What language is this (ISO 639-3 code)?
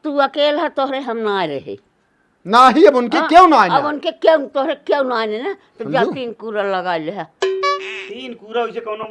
awa